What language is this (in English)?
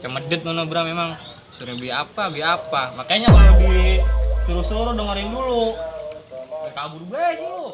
Betawi